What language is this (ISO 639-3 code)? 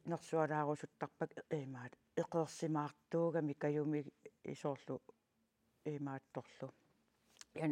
kal